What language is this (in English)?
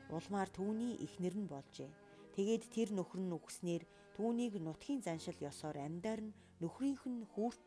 Mongolian